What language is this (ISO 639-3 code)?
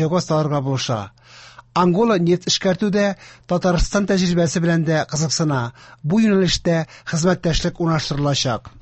tat